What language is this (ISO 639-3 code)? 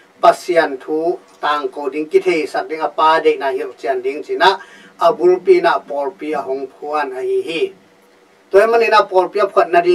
ctd